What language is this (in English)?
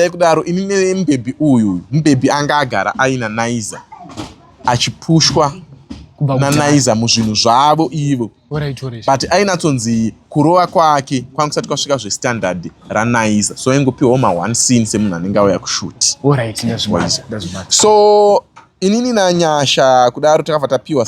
Shona